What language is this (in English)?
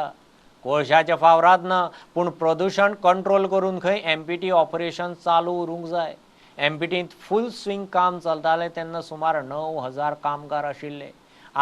Konkani